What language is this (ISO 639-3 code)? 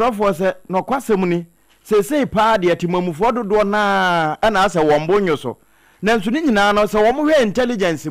aka